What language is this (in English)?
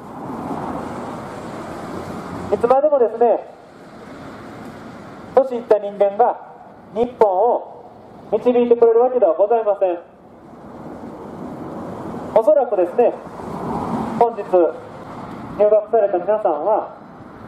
Japanese